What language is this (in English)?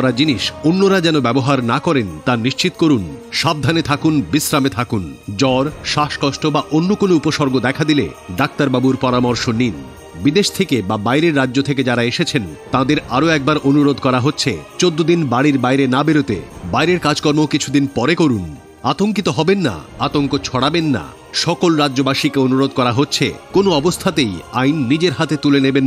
Bangla